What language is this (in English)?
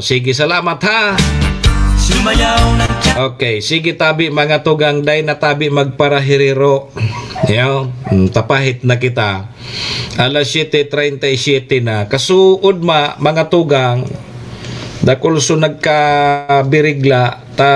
Bikol